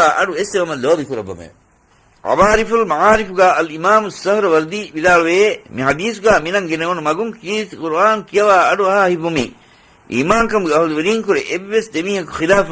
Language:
Divehi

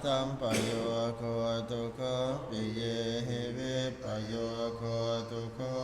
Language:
Pali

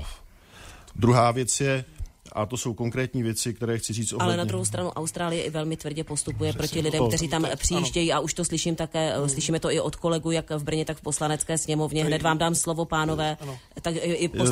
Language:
Czech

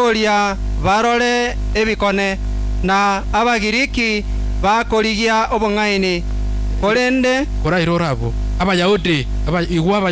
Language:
Gusii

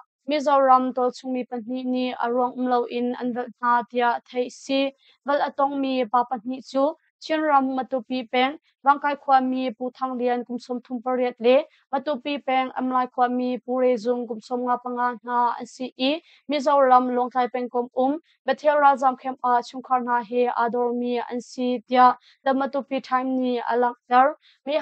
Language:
Hakha Chin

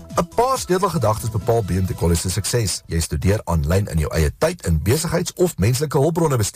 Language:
Afrikaans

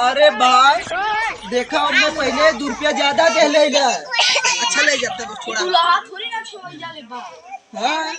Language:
Awadhi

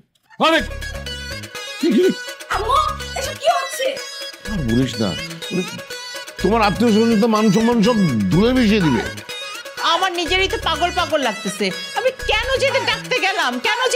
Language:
Bangla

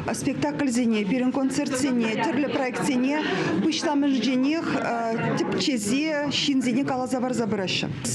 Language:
Chuvash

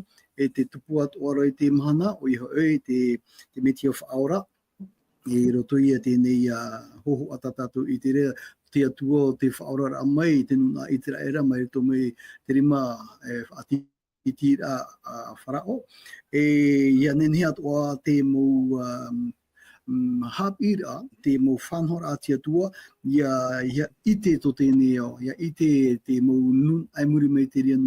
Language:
Tahitian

